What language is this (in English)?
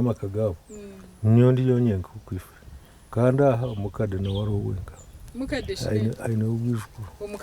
Nyankole